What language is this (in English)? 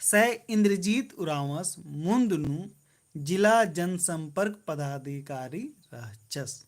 Kurukh